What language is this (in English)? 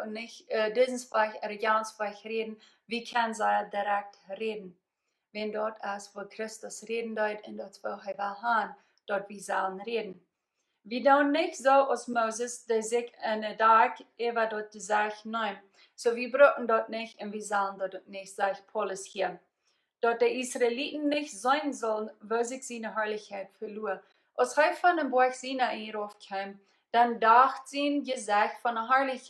Plautdietsch